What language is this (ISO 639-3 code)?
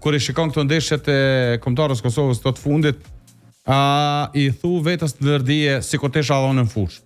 sqi